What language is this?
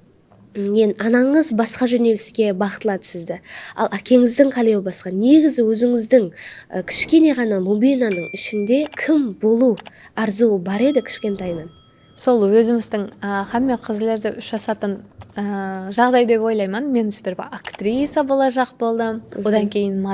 Kara-Kalpak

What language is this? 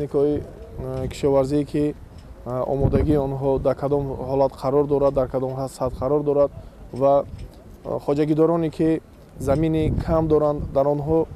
Tajik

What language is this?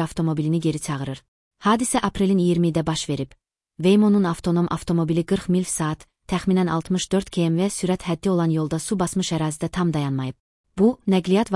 Azerbaijani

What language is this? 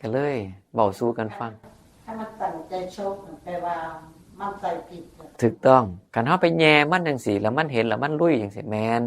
Northeastern Thai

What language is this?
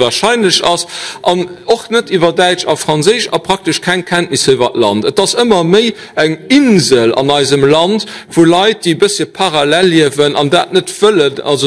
Luxembourgish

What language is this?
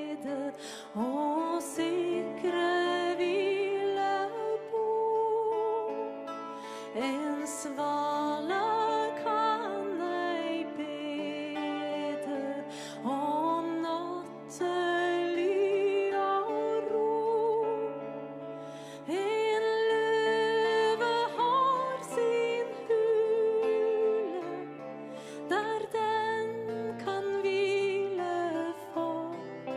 Norwegian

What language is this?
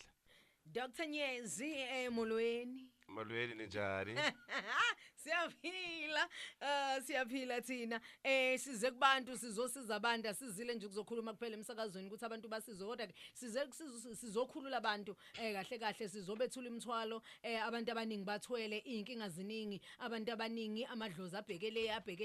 Zulu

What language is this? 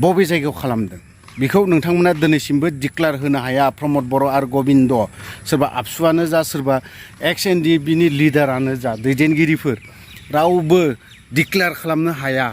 Bodo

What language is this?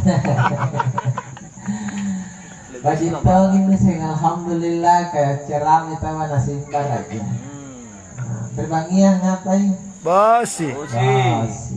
Makasar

